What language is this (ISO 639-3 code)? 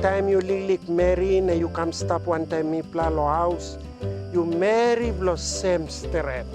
tpi